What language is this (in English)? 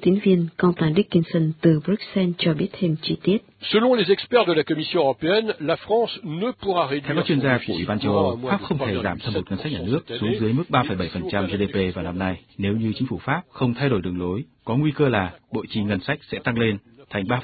Vietnamese